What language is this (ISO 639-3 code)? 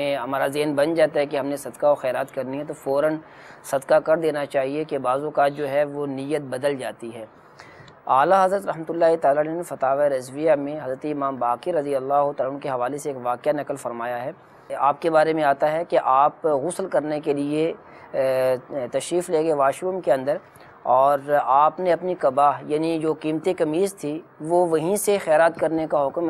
urd